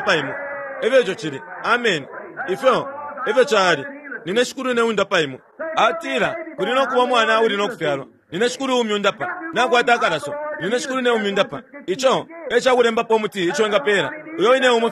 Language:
Bemba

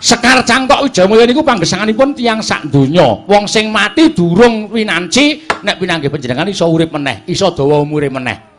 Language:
Javanese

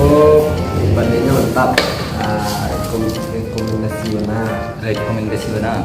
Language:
Minangkabau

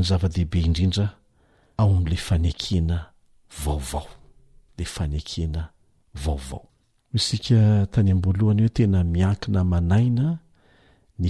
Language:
Malagasy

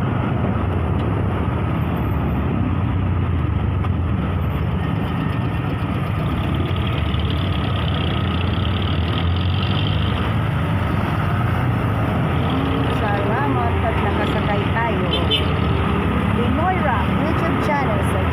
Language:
Filipino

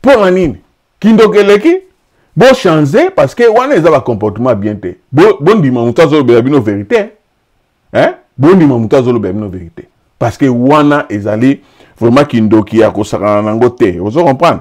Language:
Lingala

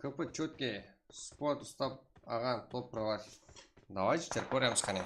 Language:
Kara-Kalpak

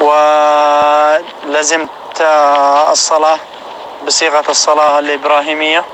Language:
North Levantine Arabic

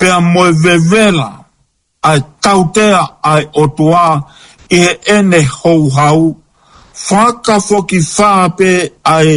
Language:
Tongan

